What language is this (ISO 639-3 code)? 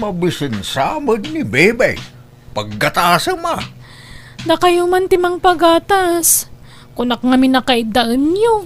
ilo